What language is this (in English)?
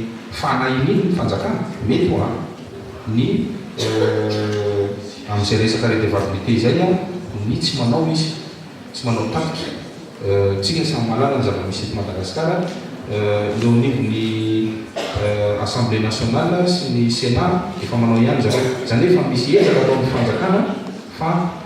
Malagasy